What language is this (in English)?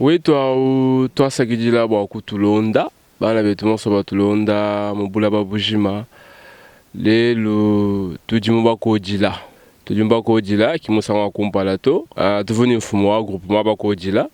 Luba-Lulua